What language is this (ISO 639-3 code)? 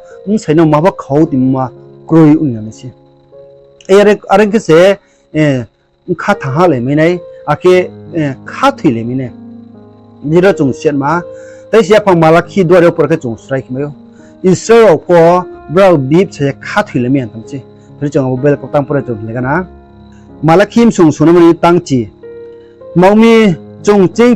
ria